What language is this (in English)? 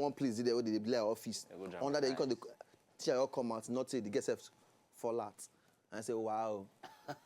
Nigerian Pidgin